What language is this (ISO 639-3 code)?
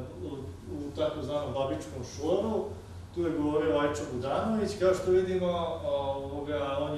hrv